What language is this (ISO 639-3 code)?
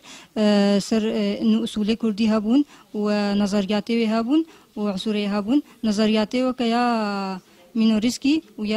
kur